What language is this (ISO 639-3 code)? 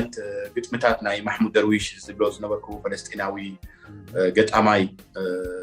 tir